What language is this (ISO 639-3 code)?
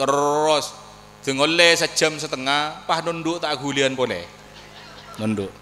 mad